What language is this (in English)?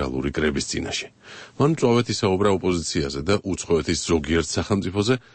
Georgian